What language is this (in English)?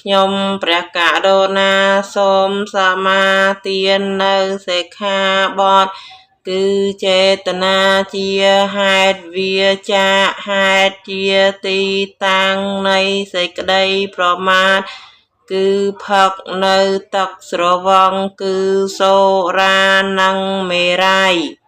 Khmer